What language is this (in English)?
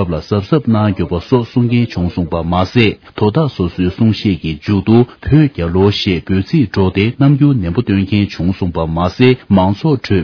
Tibetan